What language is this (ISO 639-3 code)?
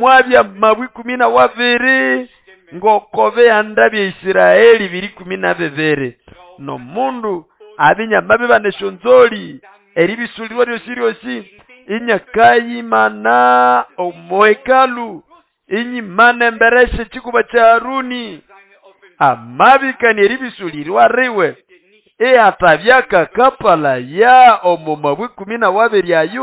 nnb